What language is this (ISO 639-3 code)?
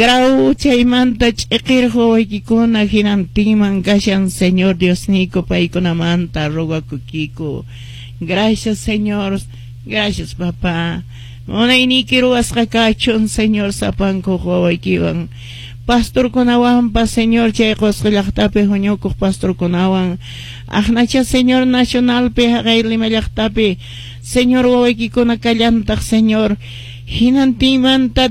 que